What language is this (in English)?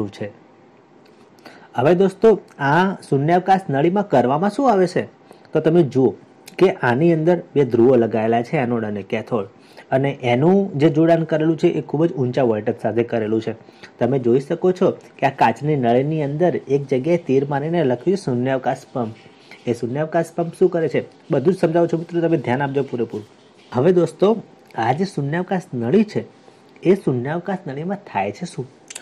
Gujarati